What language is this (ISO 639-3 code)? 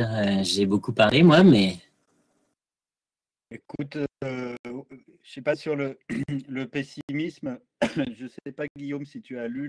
fra